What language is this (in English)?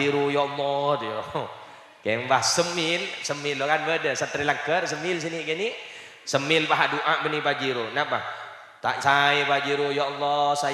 Madurese